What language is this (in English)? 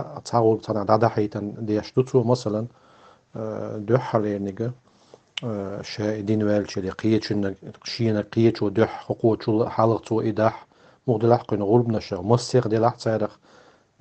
Chechen